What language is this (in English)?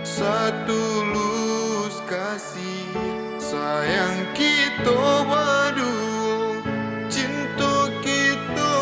Minangkabau